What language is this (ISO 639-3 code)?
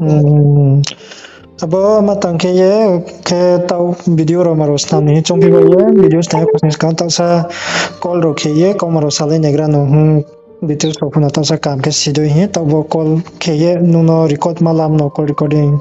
ria